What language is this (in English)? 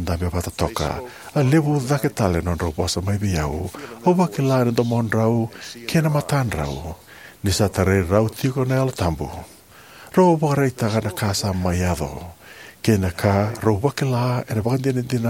Fijian